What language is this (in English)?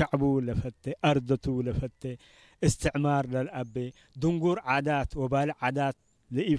Tigrinya